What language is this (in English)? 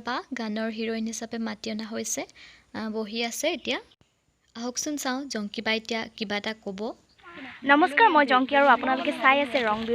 Assamese